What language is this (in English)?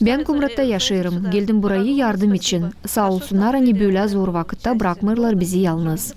Gagauz